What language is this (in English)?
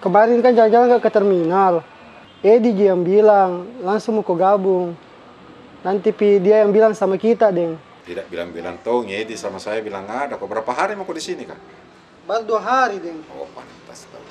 Makassar Malay